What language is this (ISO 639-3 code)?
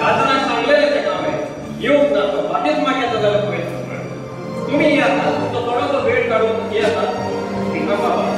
kok